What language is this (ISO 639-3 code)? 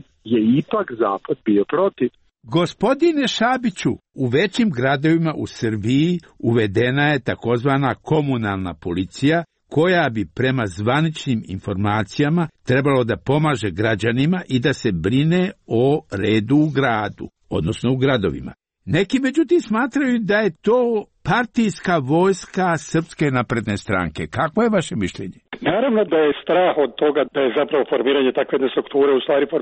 srp